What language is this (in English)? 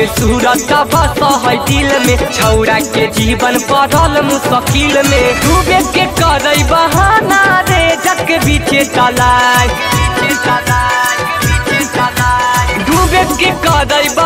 Bhojpuri